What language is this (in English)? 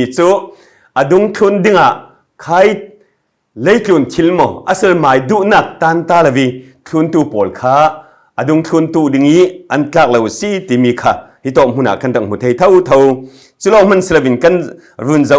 Falam Chin